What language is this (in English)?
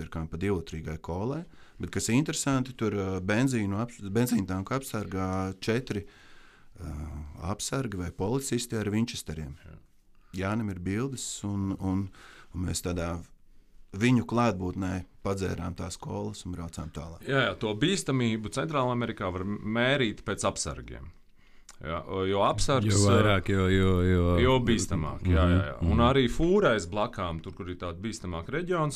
Latvian